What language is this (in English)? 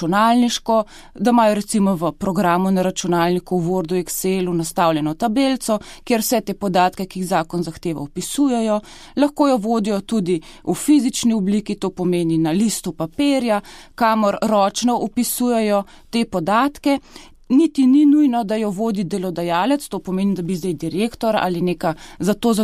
Slovenian